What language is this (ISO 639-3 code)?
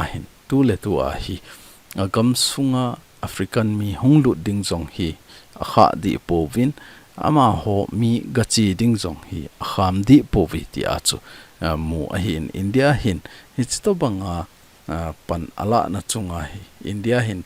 tcz